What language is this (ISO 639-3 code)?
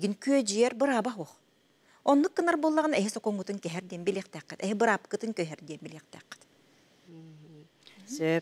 sah